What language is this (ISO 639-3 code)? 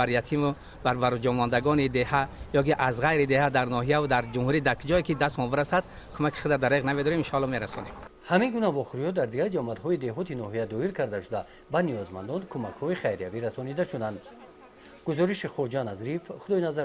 tgk